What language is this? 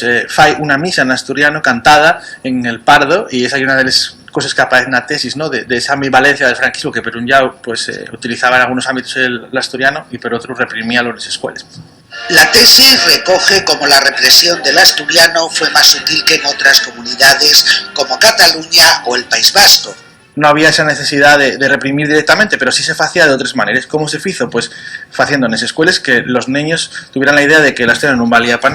Asturian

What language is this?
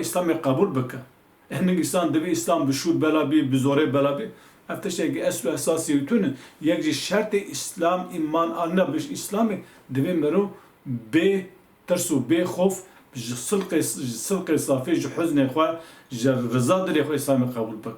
Kurdish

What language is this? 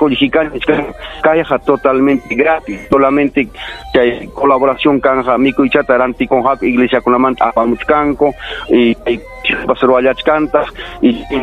Ayacucho Quechua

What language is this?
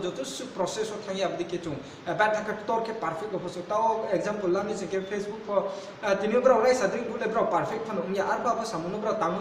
Riang (India)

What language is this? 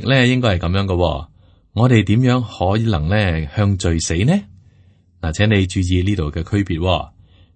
Cantonese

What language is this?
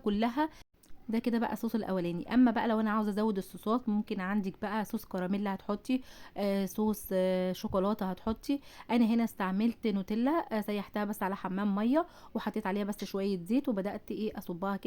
Egyptian Arabic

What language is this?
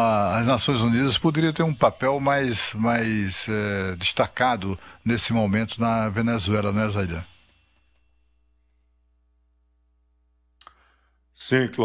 Portuguese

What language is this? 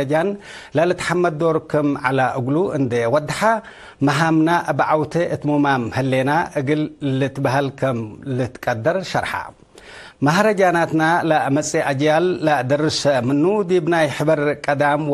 Tigre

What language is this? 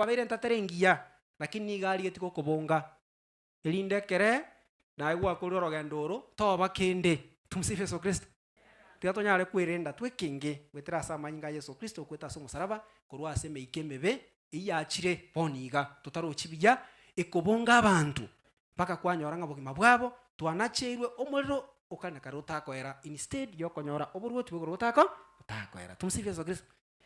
Gusii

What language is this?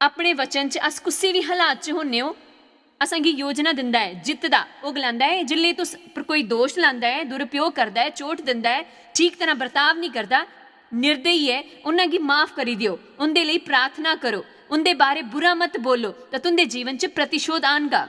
Dogri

